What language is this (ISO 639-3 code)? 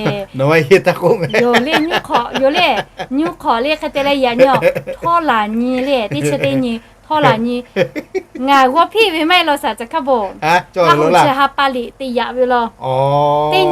lhu